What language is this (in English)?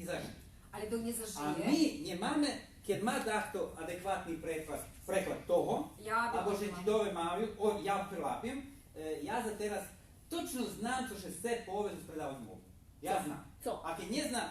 Rusyn